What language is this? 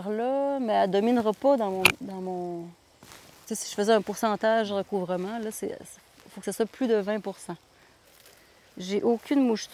French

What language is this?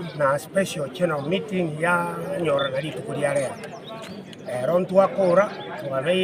Gusii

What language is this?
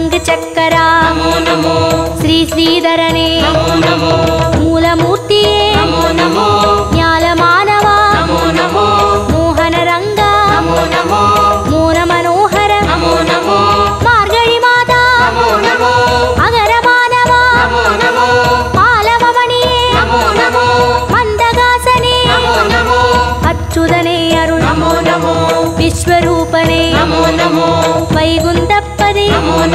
Tamil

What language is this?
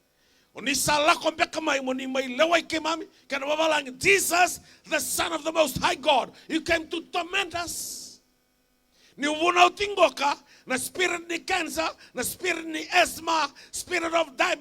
Fijian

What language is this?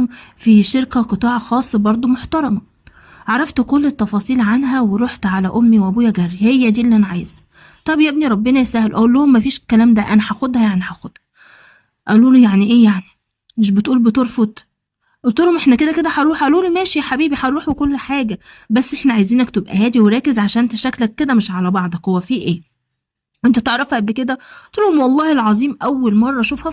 Egyptian Arabic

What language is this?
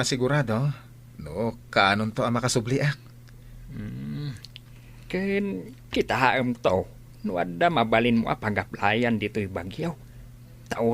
Iloko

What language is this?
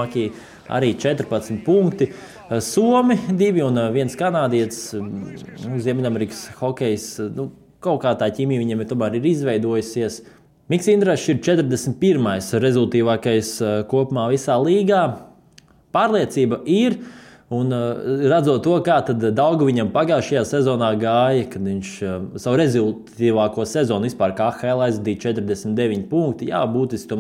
Latvian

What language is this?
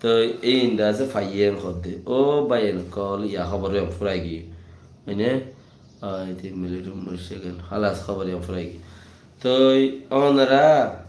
Rohingya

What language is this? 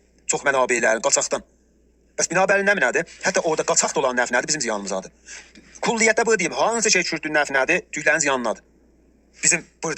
South Azerbaijani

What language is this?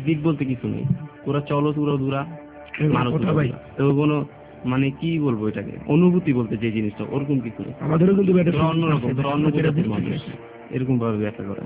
Bangla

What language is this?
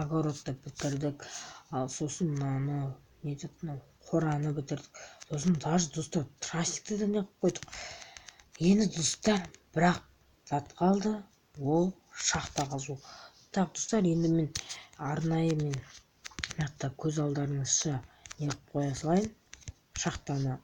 Kazakh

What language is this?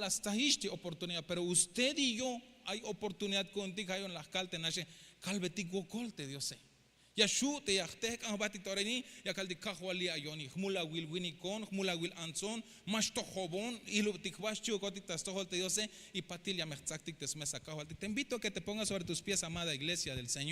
Tzeltal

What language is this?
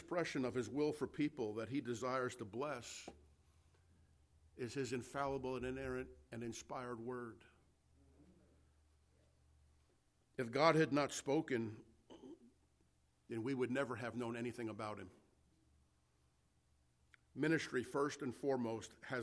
English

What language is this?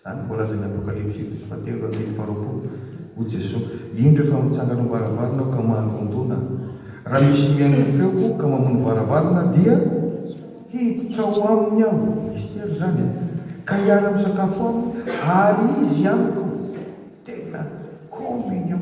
Malagasy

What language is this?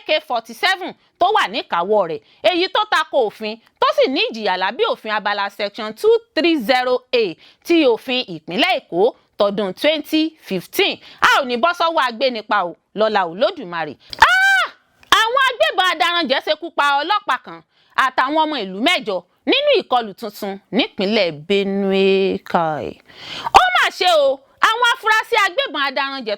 Yoruba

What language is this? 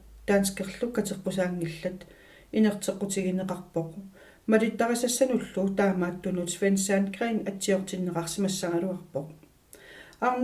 Kalaallisut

